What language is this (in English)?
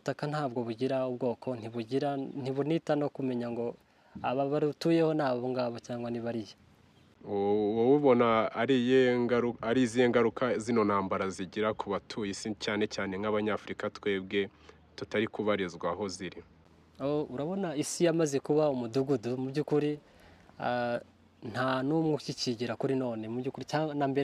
Kinyarwanda